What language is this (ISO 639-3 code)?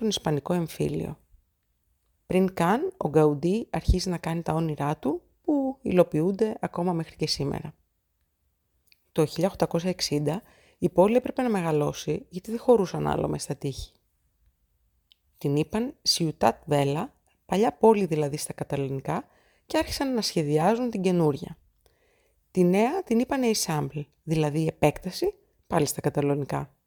ell